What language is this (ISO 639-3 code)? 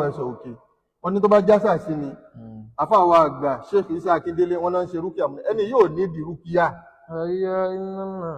yor